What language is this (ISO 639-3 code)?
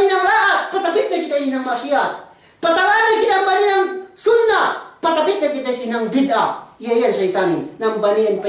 yka